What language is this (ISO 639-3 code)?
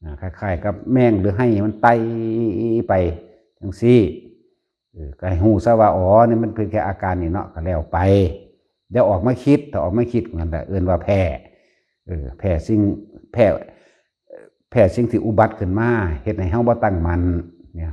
lao